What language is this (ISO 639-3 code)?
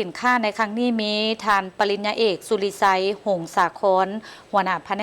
lao